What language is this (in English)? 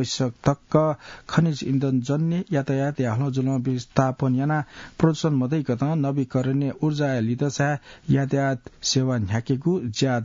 Newari